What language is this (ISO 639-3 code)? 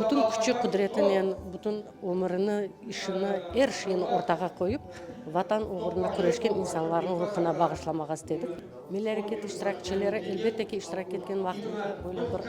crh